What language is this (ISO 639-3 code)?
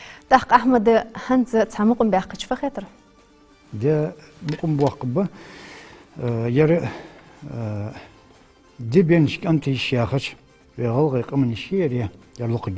inh